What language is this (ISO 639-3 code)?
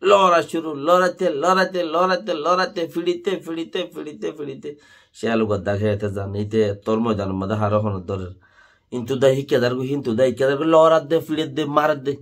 rhg